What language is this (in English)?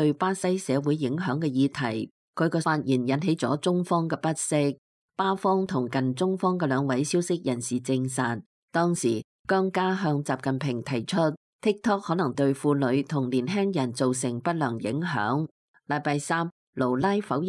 Cantonese